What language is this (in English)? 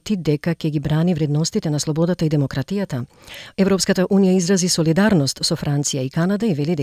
Macedonian